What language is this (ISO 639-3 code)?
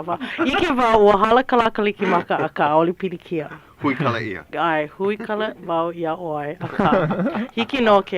haw